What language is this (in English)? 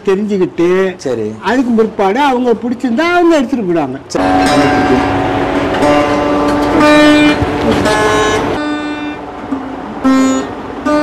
Tamil